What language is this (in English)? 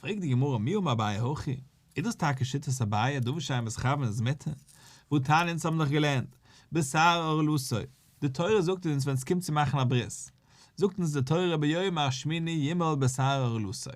Yiddish